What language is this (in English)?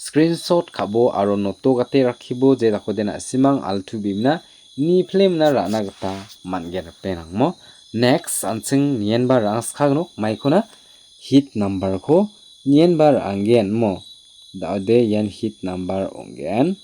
Garo